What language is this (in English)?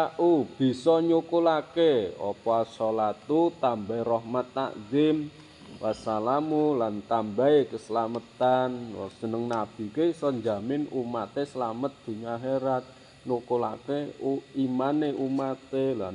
Javanese